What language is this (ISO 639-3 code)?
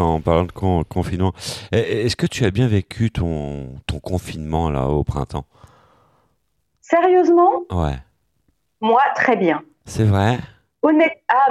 fra